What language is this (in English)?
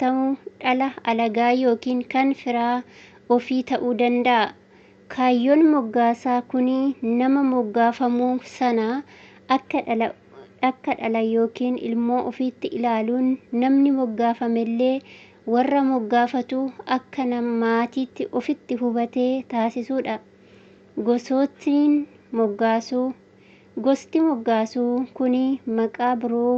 Oromo